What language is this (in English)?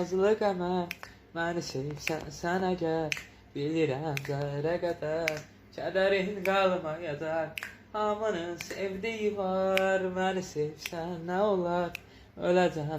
Azerbaijani